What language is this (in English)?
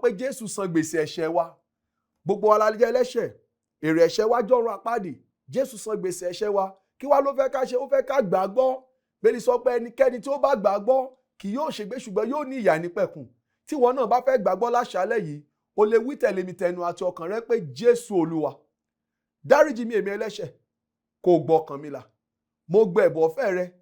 Yoruba